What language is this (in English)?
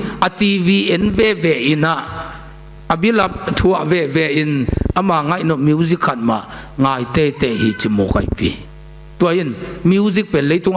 Tedim Chin